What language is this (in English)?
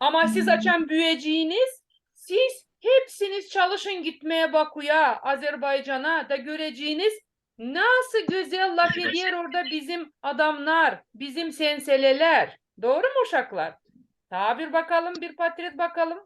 Gagauz